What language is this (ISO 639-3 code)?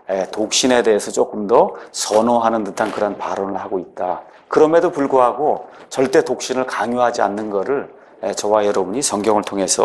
kor